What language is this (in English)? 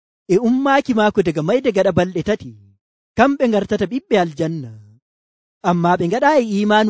Nigerian Fulfulde